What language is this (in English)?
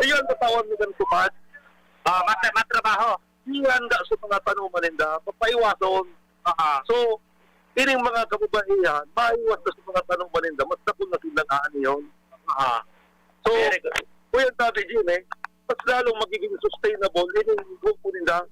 Bikol